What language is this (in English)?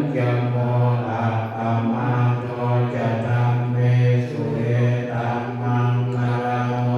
Pali